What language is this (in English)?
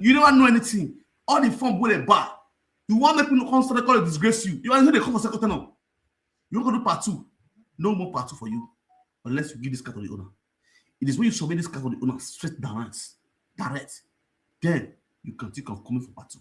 Nigerian Pidgin